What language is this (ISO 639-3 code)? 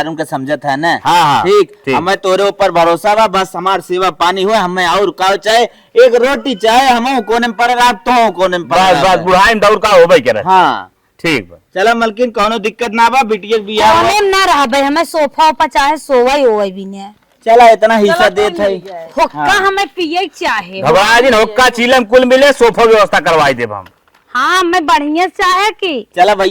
awa